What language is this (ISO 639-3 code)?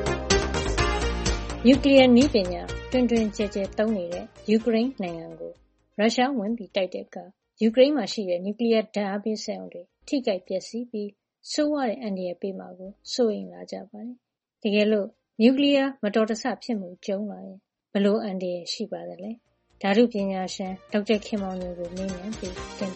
mya